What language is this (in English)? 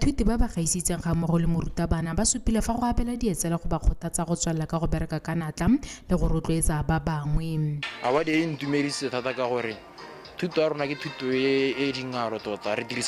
Tswana